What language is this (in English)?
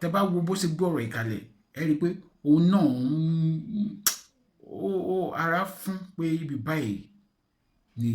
Yoruba